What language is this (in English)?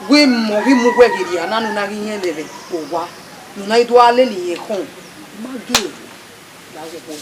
Bini